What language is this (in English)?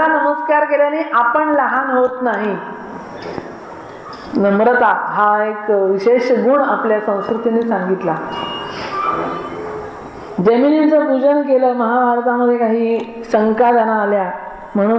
Marathi